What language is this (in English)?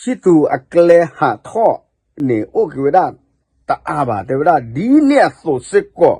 S'gaw Karen